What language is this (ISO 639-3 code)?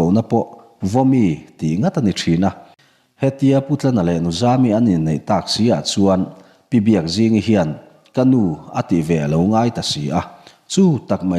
lus